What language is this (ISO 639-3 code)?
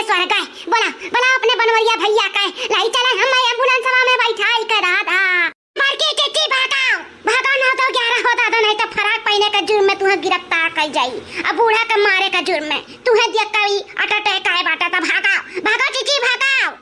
awa